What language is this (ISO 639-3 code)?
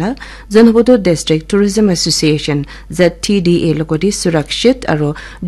nag